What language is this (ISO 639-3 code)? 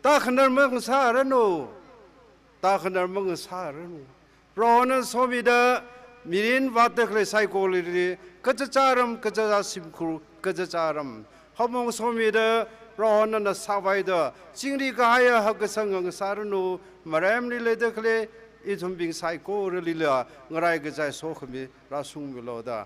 nmf